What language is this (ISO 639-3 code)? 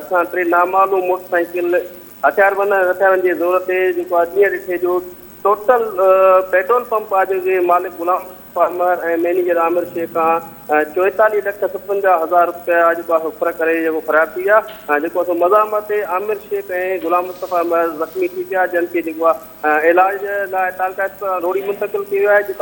snd